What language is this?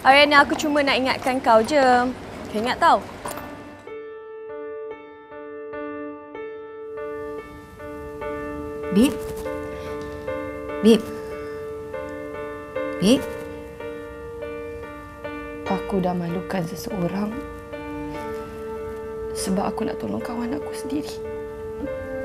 Malay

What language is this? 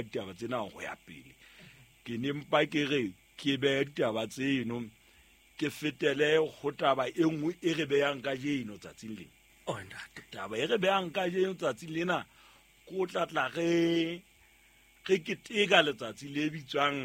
Southern Sotho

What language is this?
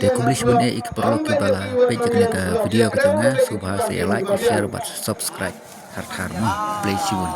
Khasi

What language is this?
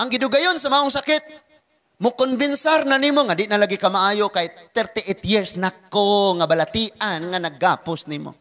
Cebuano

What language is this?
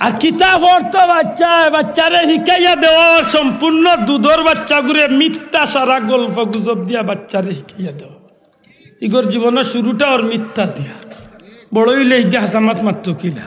Sylheti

